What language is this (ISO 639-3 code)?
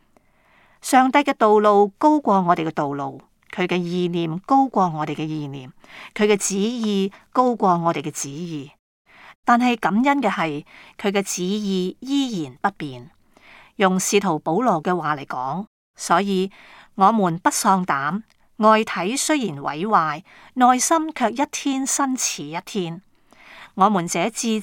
yue